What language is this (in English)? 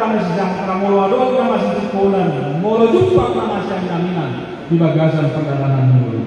Batak Toba